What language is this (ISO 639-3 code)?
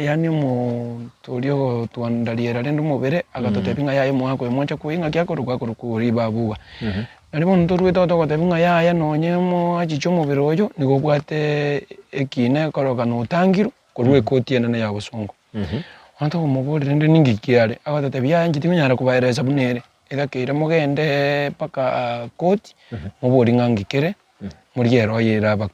guz